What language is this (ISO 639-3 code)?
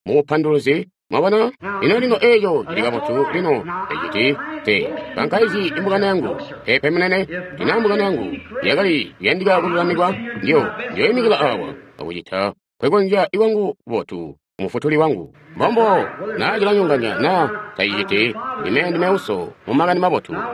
toi